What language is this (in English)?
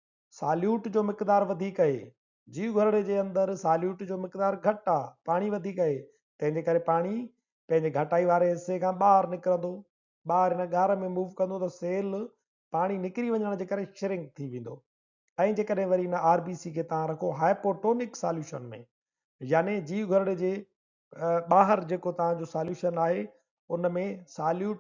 Sindhi